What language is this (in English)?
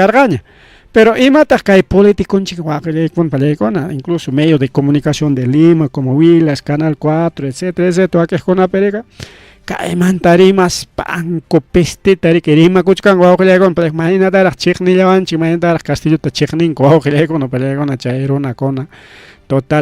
Ayacucho Quechua